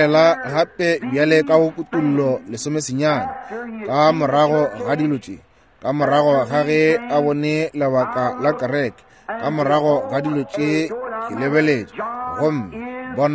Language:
Northern Sotho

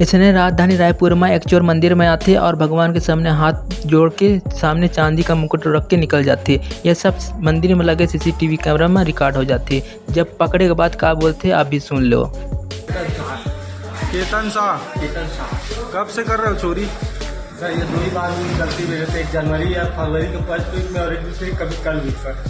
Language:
Chhattisgarhi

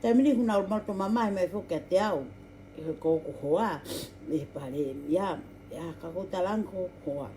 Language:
Tongan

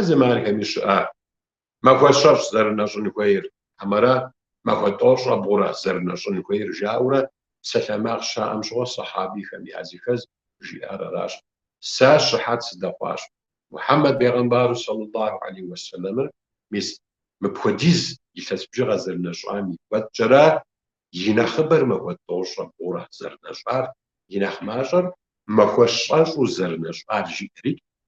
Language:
Kabardian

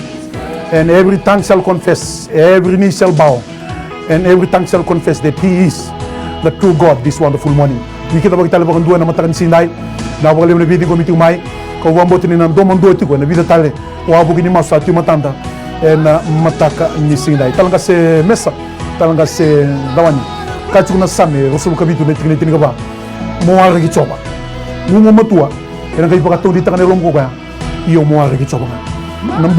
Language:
Fijian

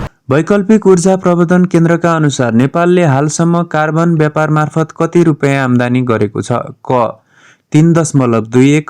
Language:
Nepali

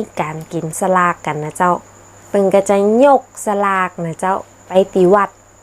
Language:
Northern Thai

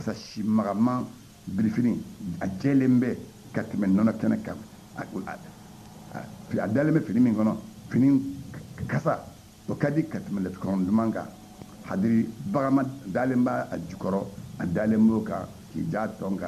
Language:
Bambara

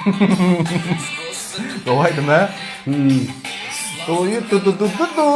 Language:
Turkmen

